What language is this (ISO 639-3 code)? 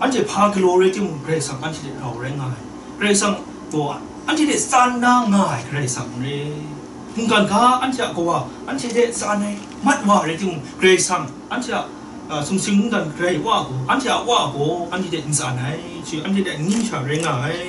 kac